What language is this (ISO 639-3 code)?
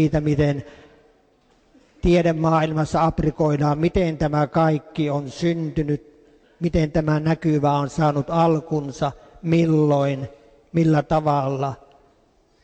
fin